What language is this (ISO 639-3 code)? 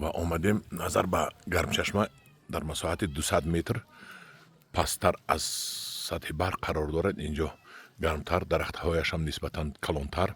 tgk